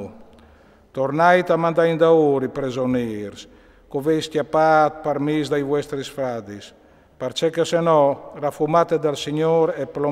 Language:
Friulian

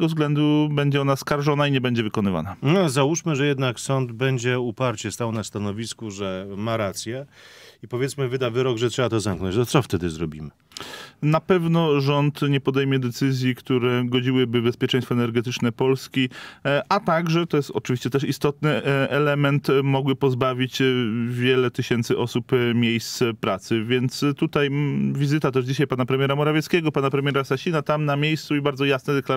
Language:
Polish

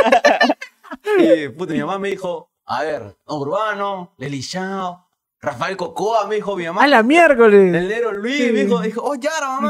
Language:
Spanish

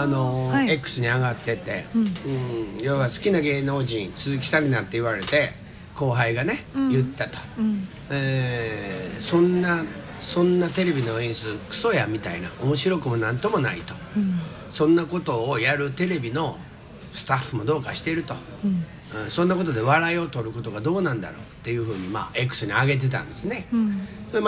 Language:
Japanese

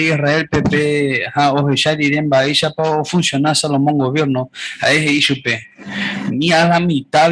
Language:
Guarani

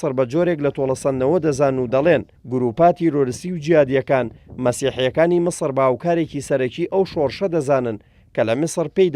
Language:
Central Kurdish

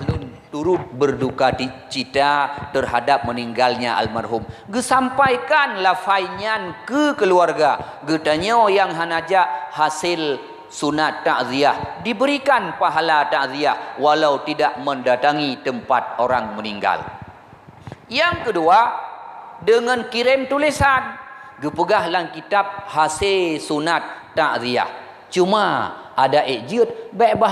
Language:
Achinese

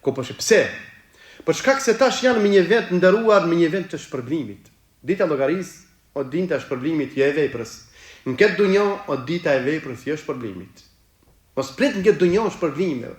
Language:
Albanian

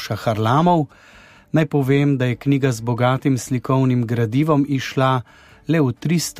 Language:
Slovenian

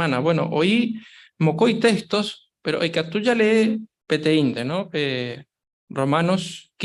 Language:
Guarani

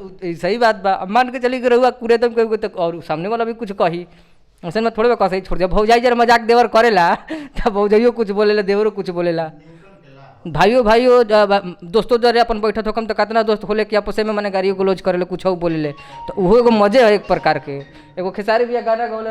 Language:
Bhojpuri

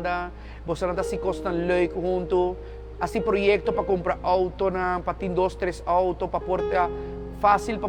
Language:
Papiamento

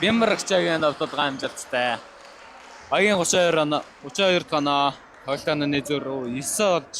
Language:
Mongolian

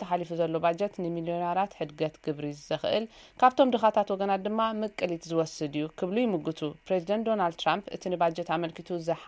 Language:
Tigrinya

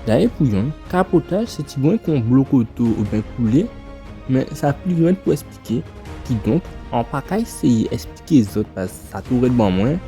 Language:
Guadeloupean Creole French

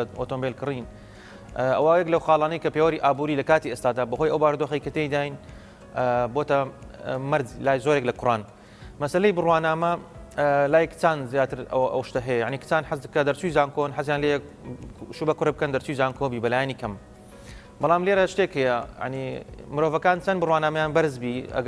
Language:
Central Kurdish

